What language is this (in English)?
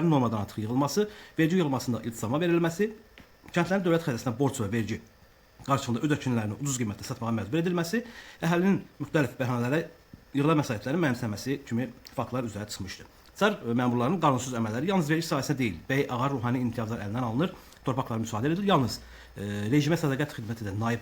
Azerbaijani